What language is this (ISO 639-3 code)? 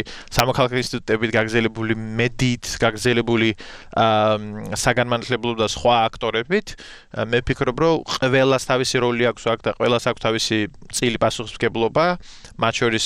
kat